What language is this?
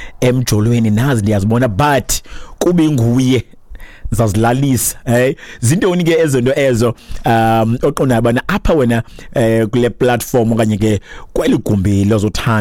Xhosa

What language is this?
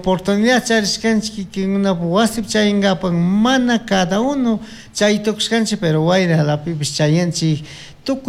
Chimborazo Highland Quichua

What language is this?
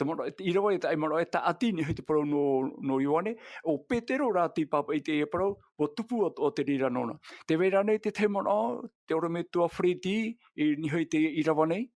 Tahitian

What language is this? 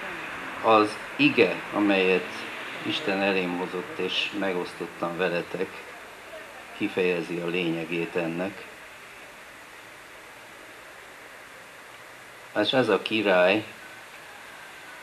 Hungarian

